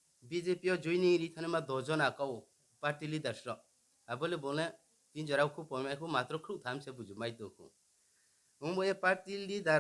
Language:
Riang (India)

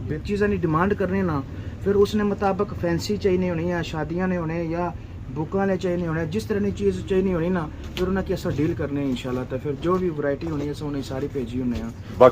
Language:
Pahari-Potwari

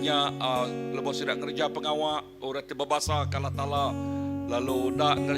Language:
Iban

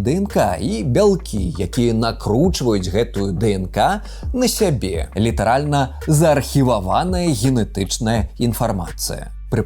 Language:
Belarusian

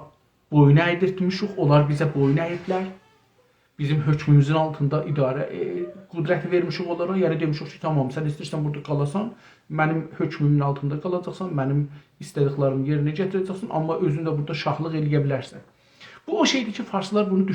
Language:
South Azerbaijani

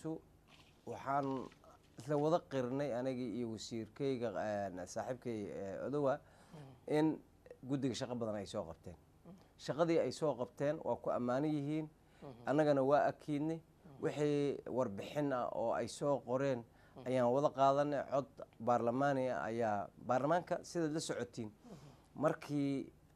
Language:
Somali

